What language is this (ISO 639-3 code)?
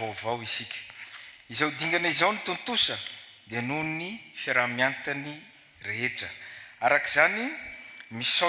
mlg